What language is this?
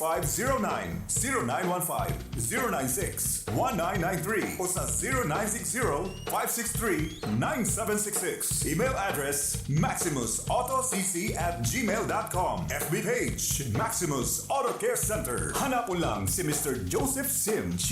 Bikol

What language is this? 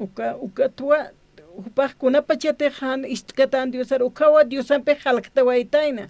Aymara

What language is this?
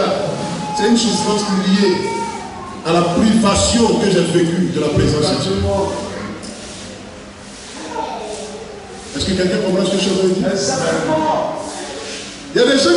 French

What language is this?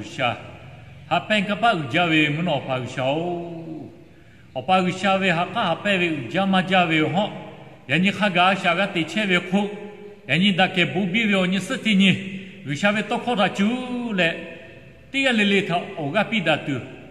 Lahu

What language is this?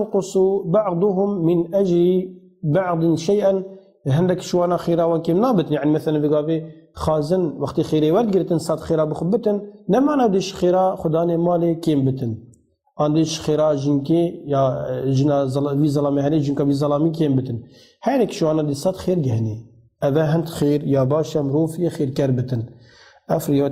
Kurdish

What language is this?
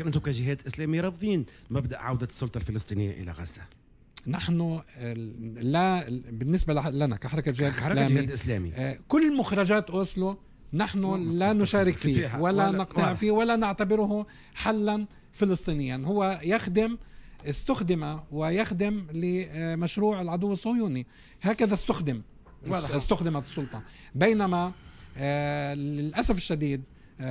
Tunisian Arabic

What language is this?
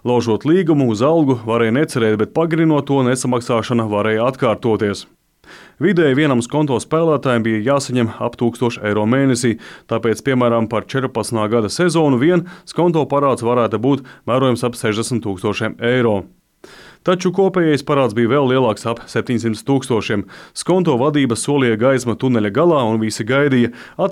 Latvian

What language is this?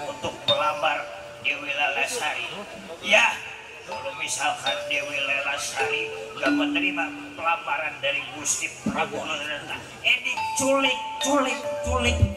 Betawi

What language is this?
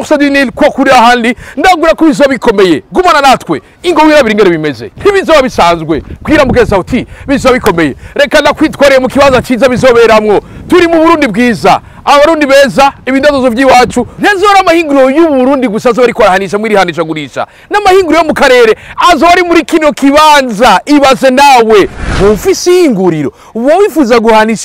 Rundi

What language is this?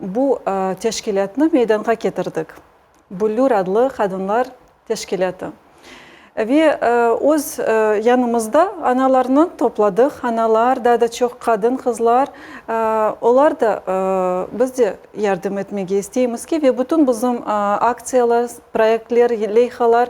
Crimean Tatar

